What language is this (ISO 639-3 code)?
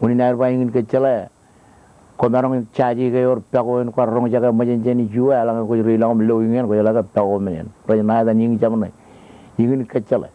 mah